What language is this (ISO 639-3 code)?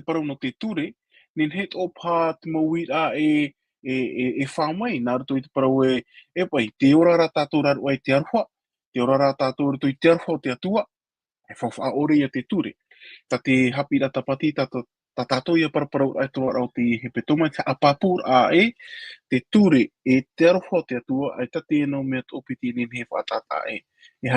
tah